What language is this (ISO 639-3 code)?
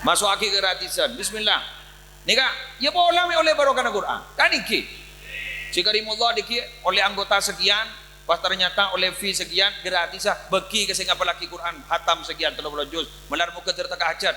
mad